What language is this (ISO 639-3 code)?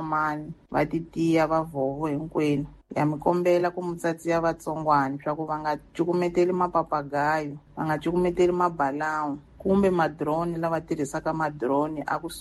tso